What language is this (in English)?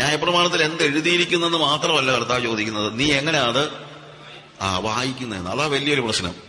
Malayalam